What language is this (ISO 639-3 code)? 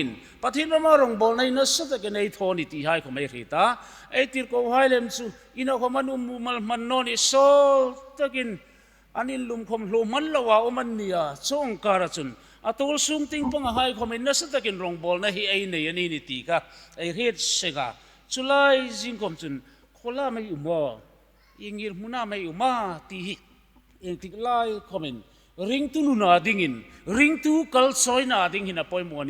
hmr